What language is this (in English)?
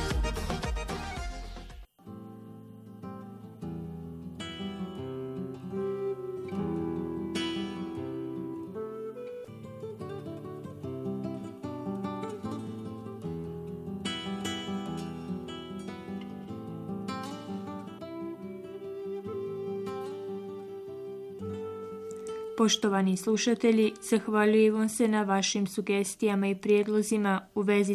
Bosnian